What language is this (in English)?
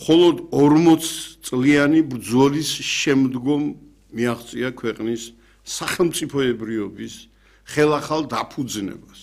Georgian